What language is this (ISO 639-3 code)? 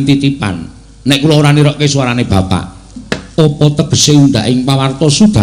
jav